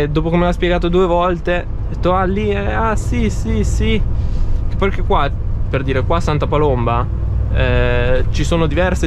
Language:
Italian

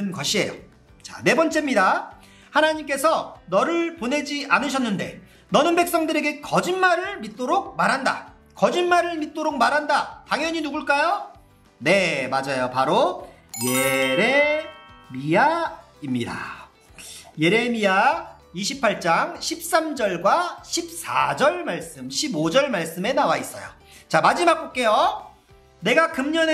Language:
Korean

